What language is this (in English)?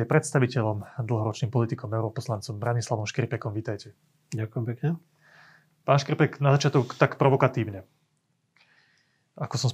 Slovak